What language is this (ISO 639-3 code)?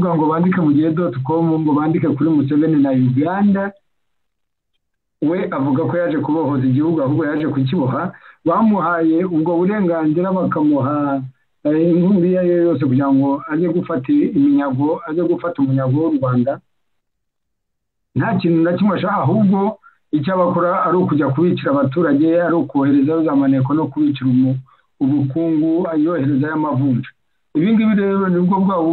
kin